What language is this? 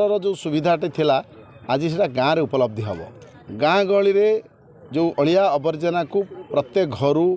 Odia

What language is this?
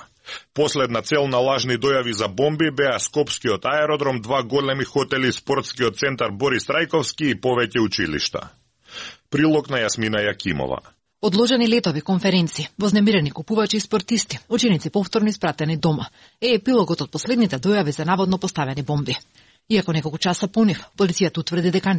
Macedonian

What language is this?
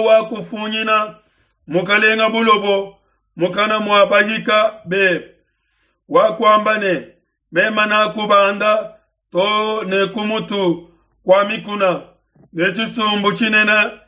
Luba-Lulua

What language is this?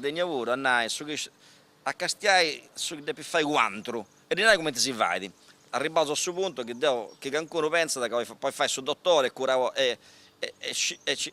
Sardinian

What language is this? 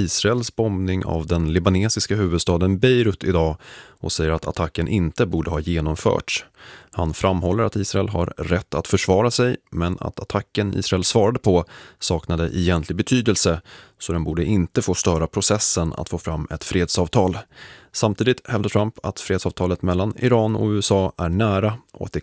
Swedish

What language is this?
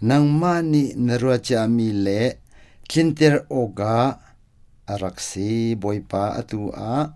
Hakha Chin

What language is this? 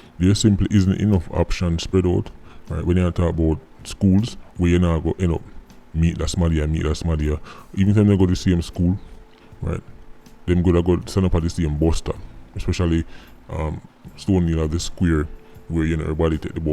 Jamaican Creole English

